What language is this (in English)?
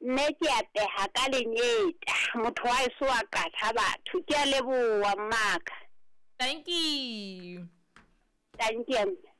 Southern Sotho